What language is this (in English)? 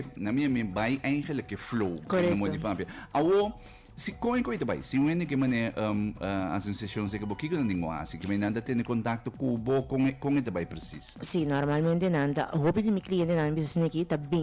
Papiamento